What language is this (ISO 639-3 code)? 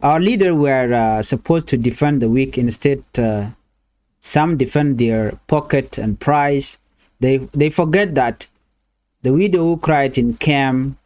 nus